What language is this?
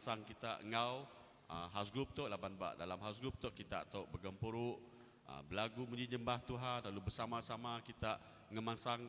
Iban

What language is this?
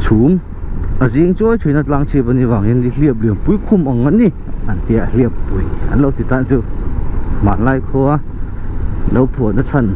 Mizo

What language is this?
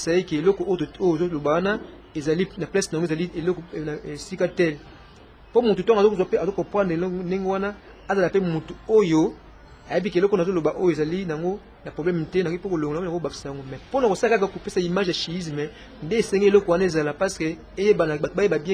Lingala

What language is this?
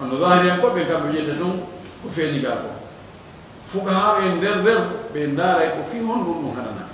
Fula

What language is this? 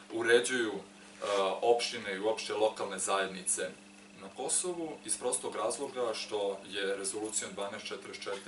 Serbian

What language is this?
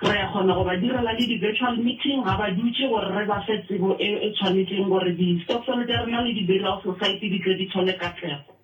Southern Sotho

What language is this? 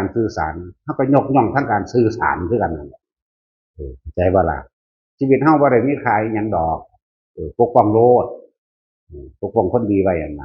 Northeastern Thai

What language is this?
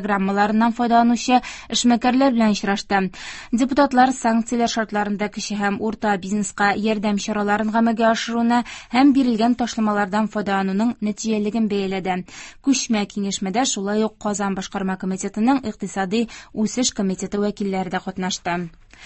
Tatar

